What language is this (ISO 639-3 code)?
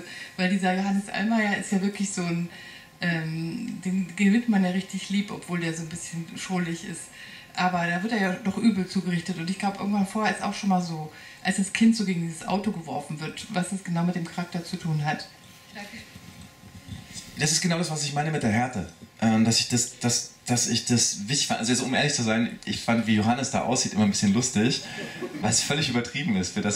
deu